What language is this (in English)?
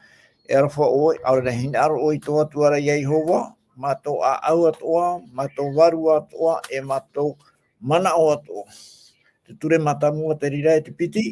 Tahitian